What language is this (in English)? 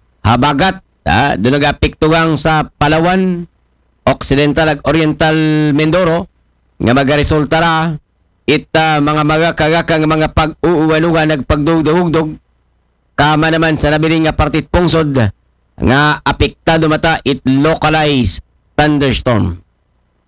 Aklanon